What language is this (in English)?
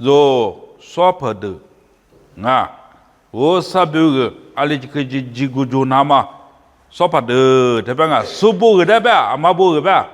Lisu